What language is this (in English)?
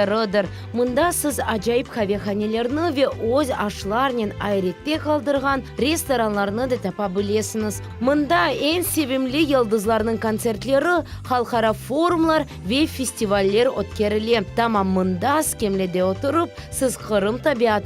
Crimean Tatar